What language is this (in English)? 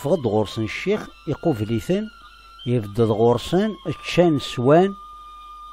Kabyle